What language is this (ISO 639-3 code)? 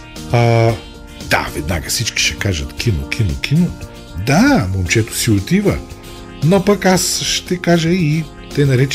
bul